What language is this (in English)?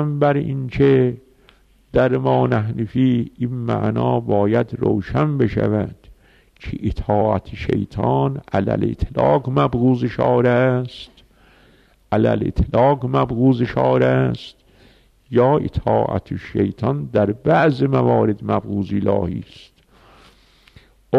Persian